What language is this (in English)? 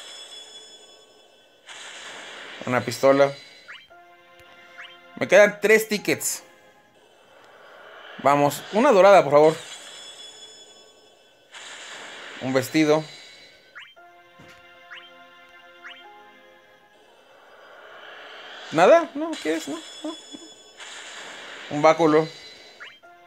Spanish